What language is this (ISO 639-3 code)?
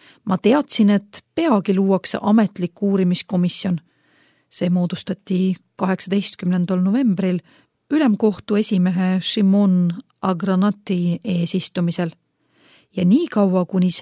est